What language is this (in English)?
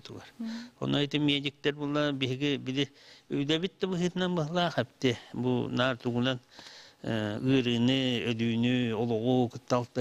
Yakut